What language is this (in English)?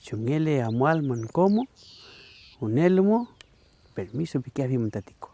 Mapuche